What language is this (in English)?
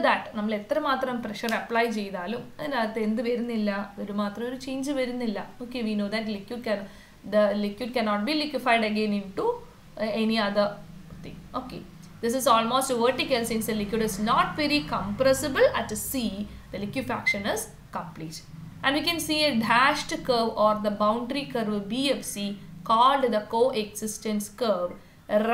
Malayalam